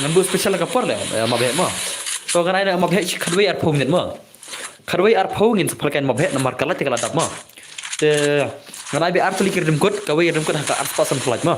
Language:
Khasi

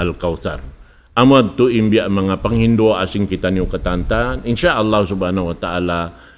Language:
Tausug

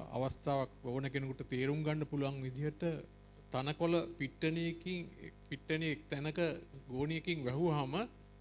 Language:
Sinhala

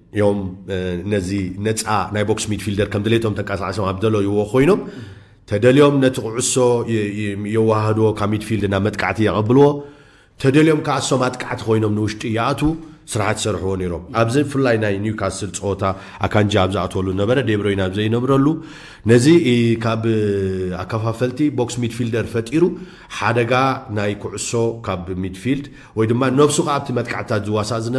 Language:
Tigrinya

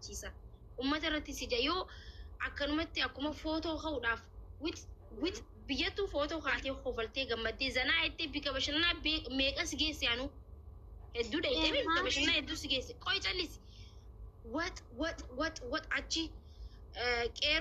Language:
Oromo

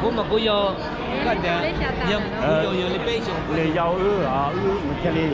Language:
Hmong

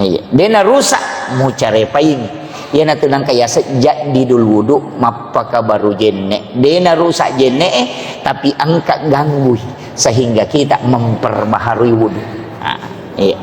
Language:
Buginese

